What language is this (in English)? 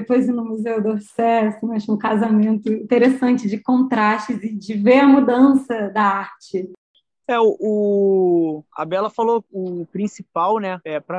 Portuguese